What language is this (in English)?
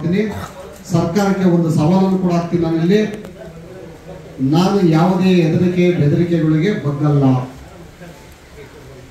Kannada